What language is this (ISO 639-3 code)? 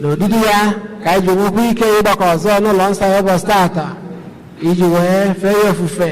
ibo